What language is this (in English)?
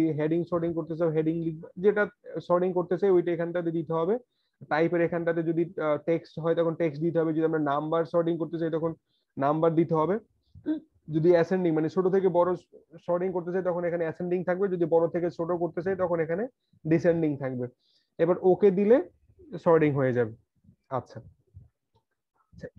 Bangla